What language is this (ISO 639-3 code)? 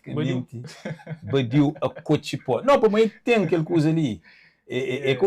kea